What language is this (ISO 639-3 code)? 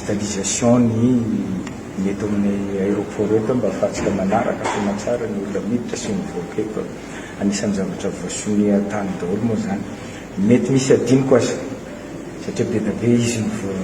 mlg